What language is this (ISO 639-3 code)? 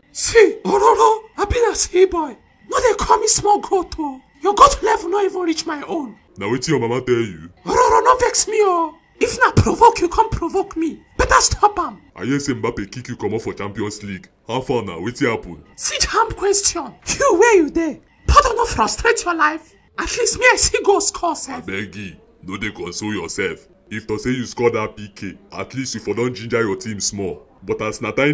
pcm